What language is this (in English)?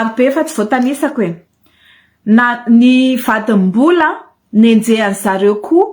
Malagasy